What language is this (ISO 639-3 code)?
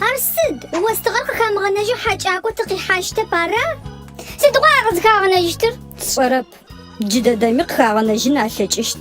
ady